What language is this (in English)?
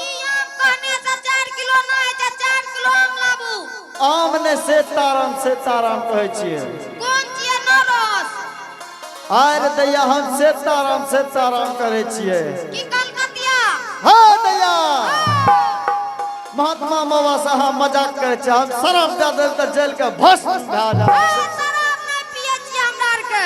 Angika